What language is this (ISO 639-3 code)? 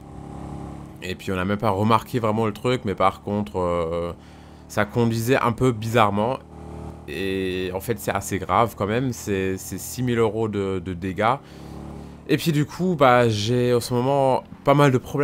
fra